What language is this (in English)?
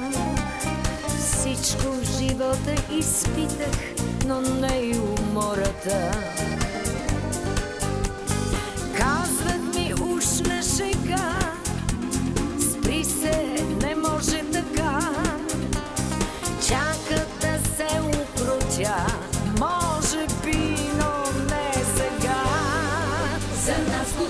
Bulgarian